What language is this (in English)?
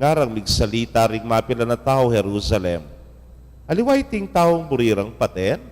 Pampanga